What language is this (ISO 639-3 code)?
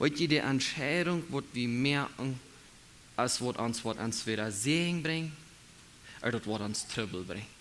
pdt